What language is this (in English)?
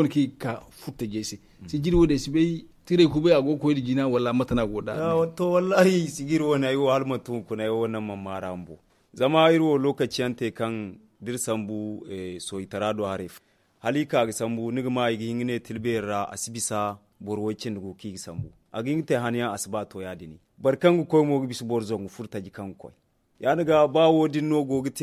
Zarma